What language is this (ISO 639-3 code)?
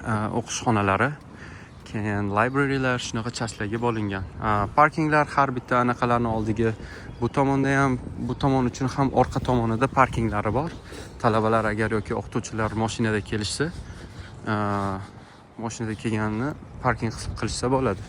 uzb